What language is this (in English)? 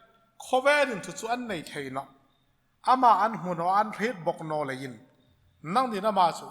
Hmar